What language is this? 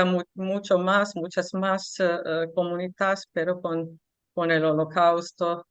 Ladino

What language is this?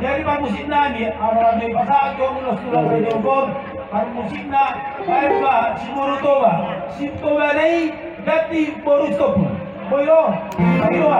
Batak Toba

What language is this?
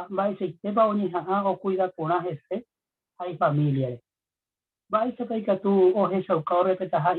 Guarani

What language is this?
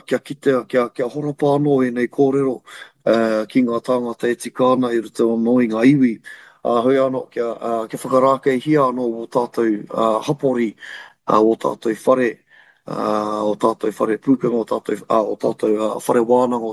Māori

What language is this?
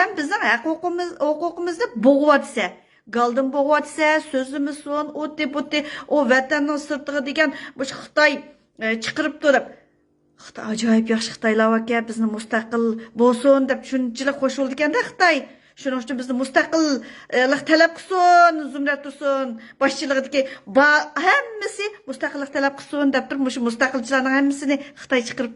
Uyghur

